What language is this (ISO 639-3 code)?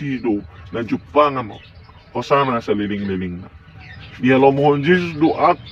bbc